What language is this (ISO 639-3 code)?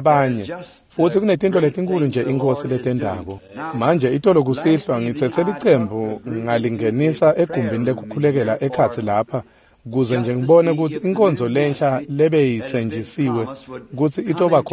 ssw